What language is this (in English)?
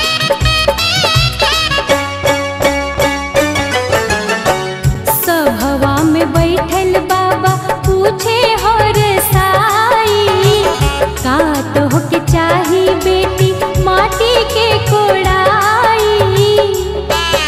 Bhojpuri